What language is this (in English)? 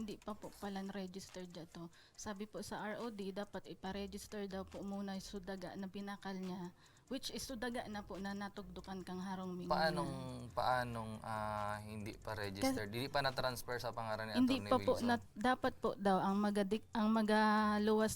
Bikol